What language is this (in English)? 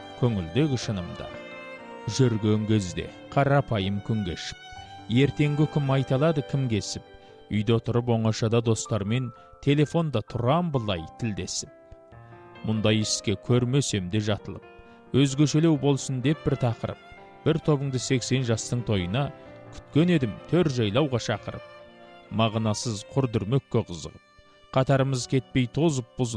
Kazakh